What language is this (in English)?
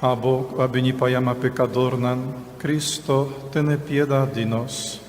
Papiamento